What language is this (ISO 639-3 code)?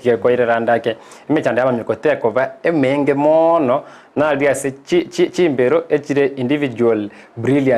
guz